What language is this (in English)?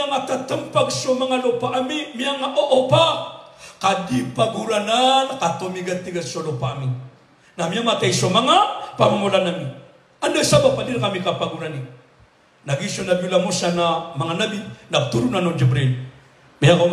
Maranao